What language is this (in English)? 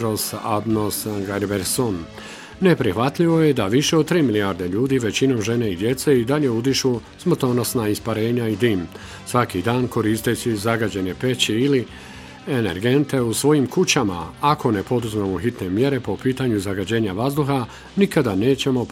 Bosnian